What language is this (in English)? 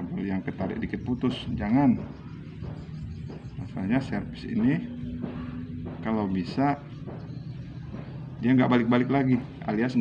Indonesian